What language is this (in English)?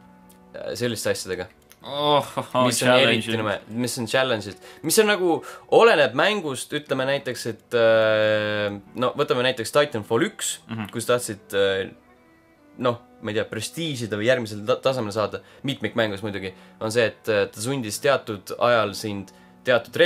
Estonian